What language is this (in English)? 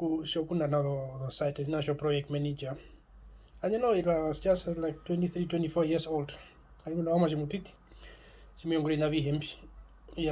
Herero